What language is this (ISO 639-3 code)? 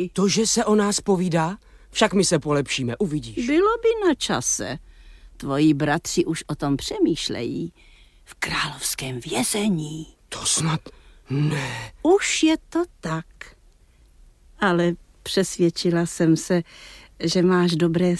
ces